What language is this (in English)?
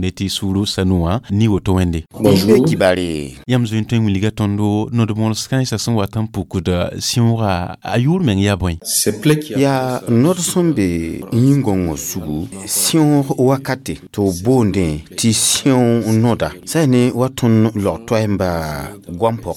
Mossi